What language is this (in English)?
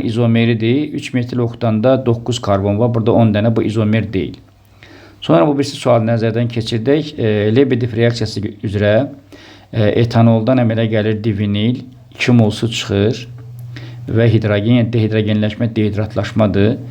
Azerbaijani